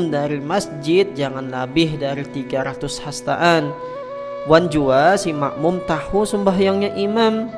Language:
Banjar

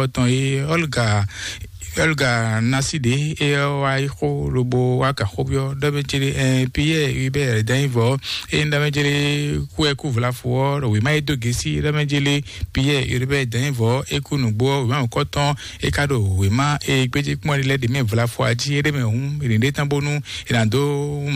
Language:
Fon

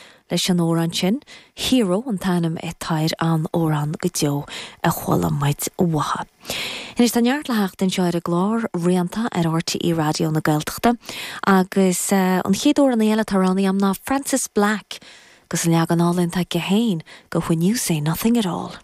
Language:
Irish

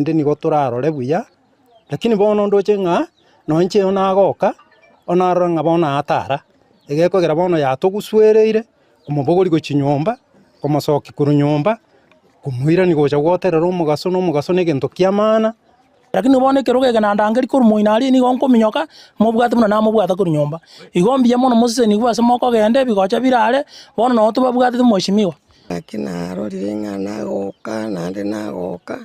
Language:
Gusii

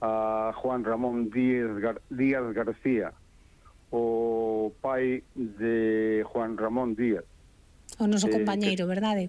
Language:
Galician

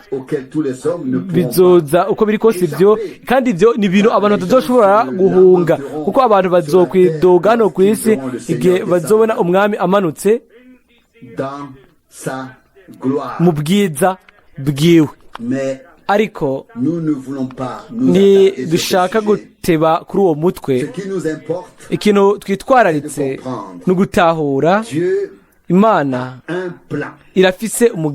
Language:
Rundi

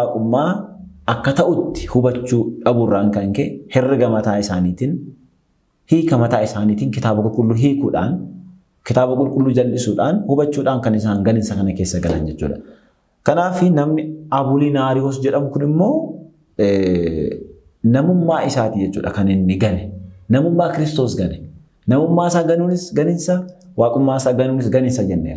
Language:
Oromo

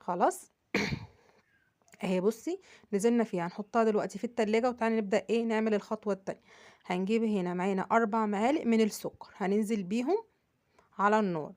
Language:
Egyptian Arabic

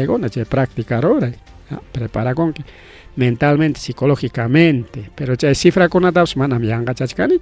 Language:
Ayacucho Quechua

